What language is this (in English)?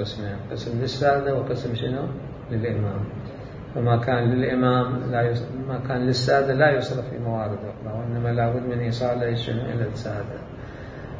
Mesopotamian Arabic